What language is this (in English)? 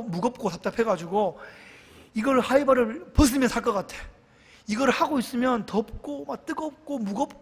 Korean